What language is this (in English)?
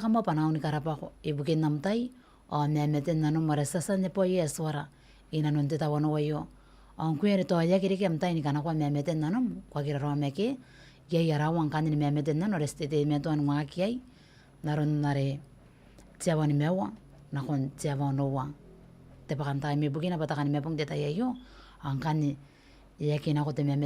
Gilbertese